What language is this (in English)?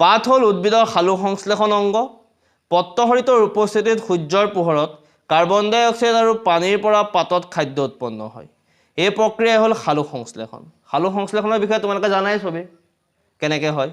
Assamese